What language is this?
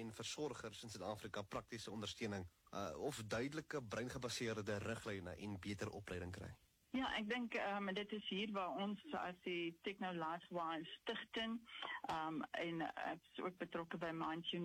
Afrikaans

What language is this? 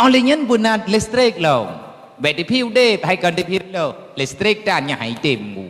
Achinese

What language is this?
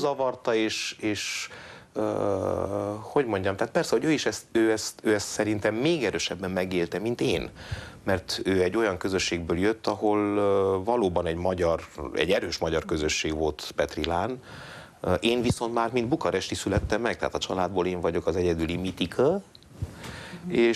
Hungarian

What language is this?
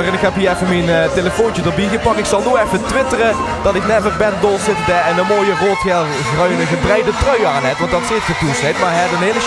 Limburgish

